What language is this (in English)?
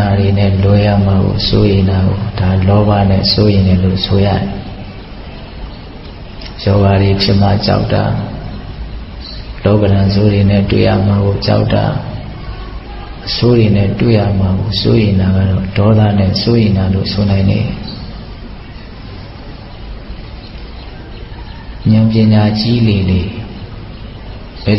Burmese